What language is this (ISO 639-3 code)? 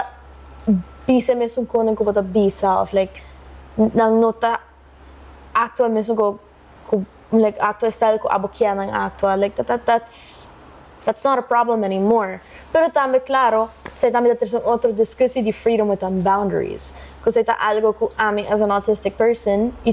pap